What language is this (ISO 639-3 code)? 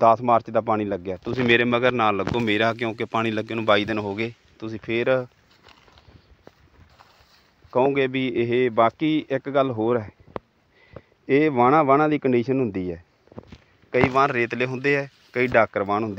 pan